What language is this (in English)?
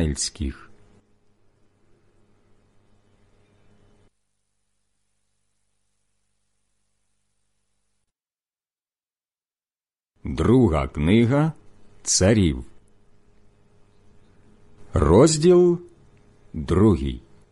Ukrainian